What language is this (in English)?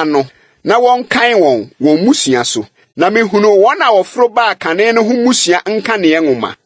Akan